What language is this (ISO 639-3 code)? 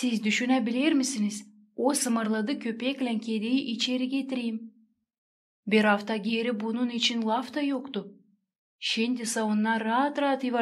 gag